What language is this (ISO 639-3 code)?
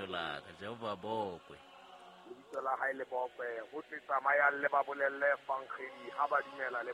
sot